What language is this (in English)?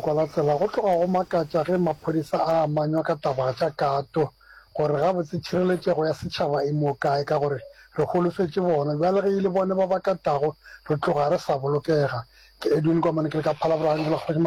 Northern Sotho